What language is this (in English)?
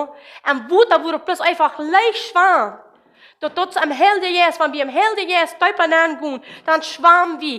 Plautdietsch